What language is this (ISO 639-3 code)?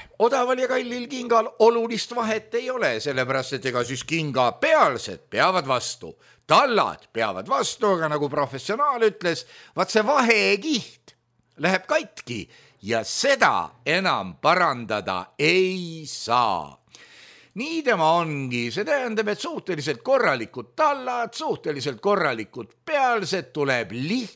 est